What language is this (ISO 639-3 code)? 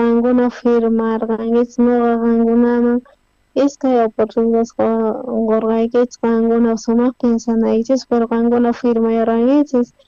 quh